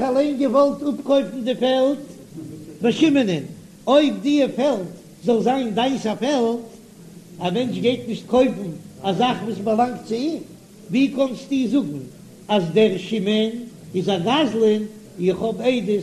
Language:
Yiddish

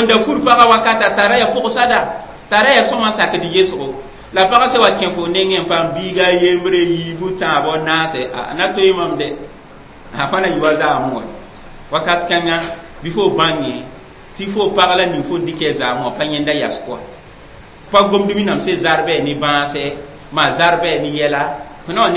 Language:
Mossi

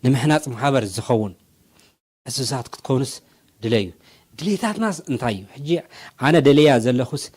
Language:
Tigrinya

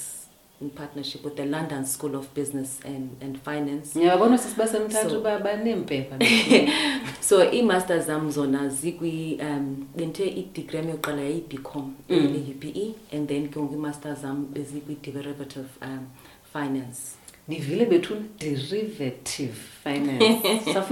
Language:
Xhosa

